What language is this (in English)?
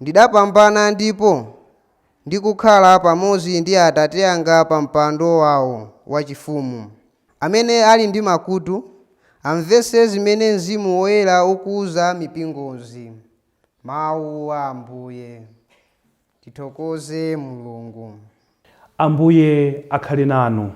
Nyanja